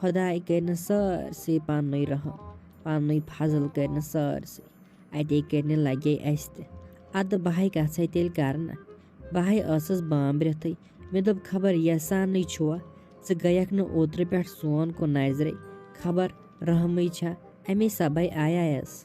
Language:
Kashmiri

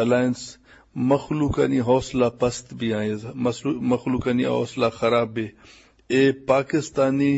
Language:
Eastern Balochi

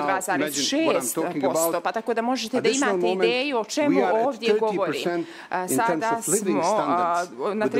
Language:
Serbian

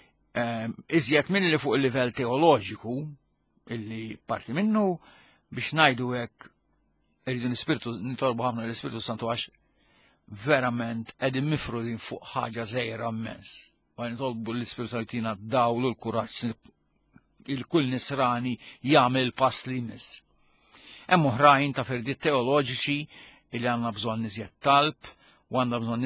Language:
Maltese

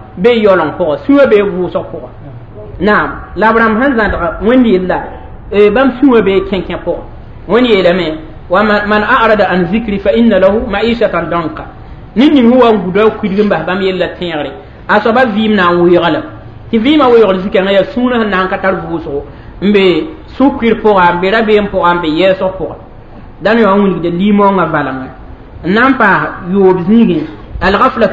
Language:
Mossi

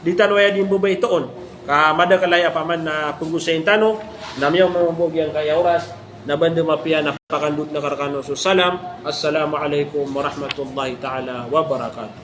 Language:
Maranao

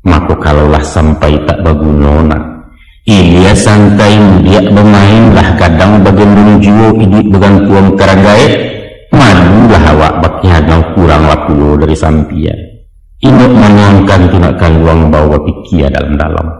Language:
Minangkabau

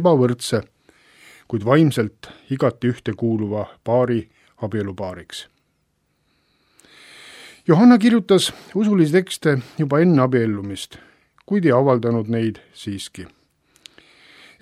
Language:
Estonian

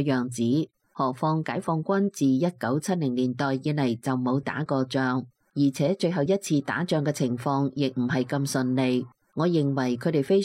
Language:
Cantonese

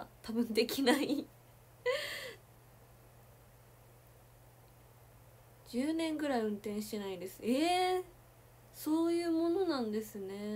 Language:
Japanese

